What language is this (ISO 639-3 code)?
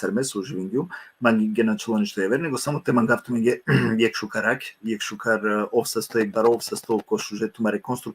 rmn